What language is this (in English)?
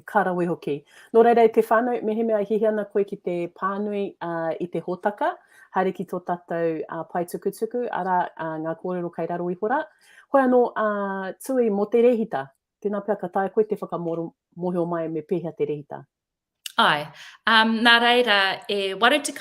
Māori